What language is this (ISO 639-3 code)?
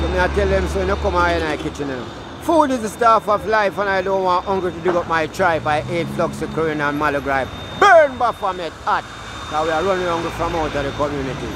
jam